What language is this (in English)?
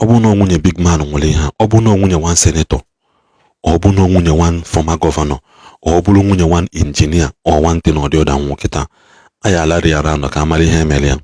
Igbo